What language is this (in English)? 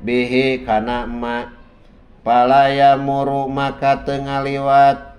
Sundanese